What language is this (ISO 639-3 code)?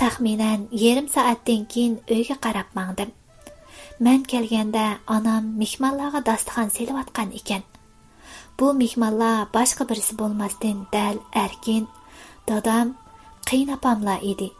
uig